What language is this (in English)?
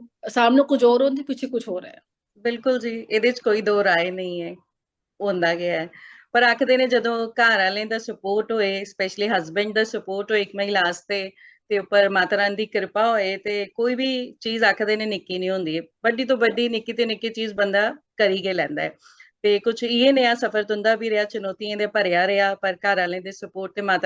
Dogri